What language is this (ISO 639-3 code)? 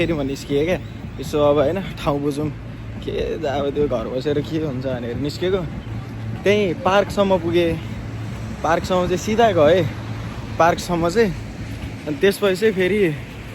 nep